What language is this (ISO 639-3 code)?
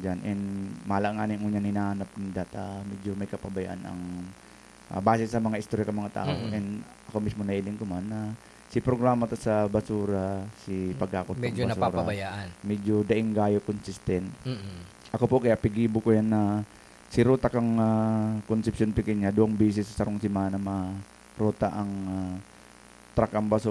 bik